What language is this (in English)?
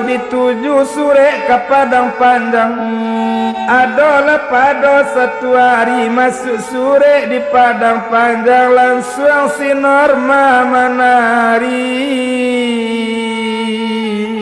Minangkabau